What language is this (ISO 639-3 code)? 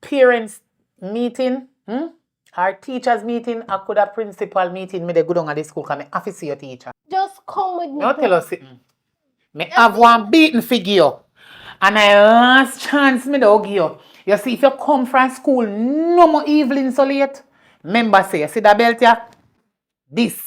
jam